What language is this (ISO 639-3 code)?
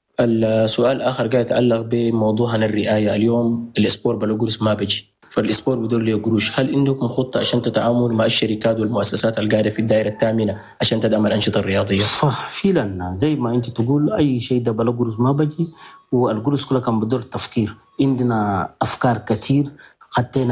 shu